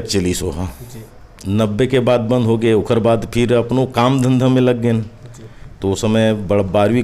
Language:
Chhattisgarhi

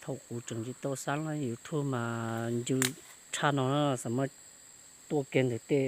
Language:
Hmong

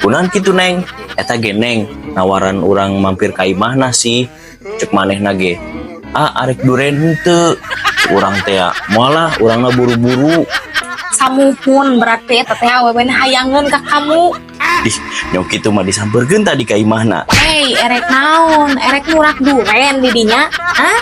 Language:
Sundanese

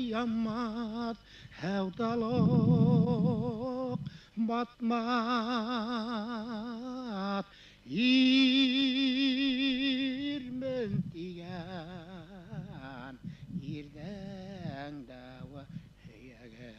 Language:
Bashkir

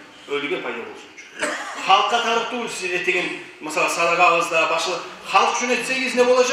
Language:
Kumyk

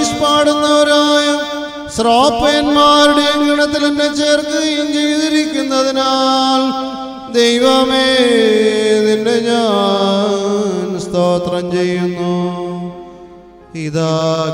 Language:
Malayalam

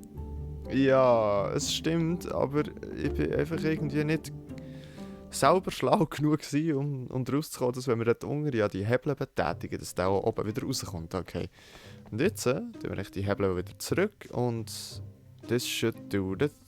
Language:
Swiss German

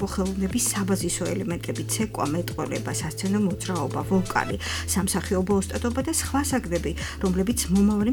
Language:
Georgian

